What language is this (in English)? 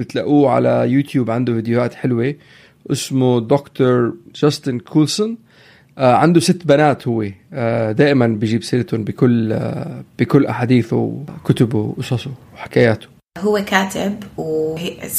North Levantine Arabic